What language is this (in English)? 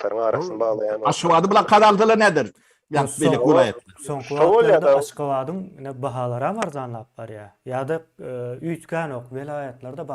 Turkmen